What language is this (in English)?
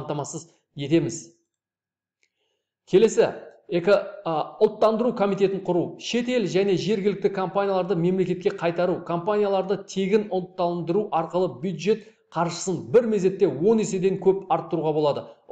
Kazakh